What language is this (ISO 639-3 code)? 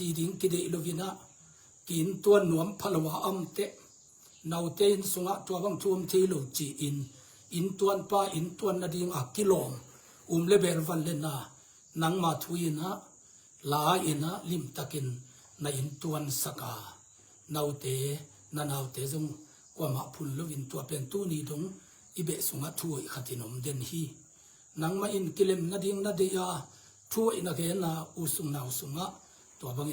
ctd